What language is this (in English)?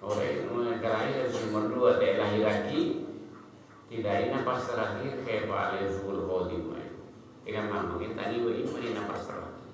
Madurese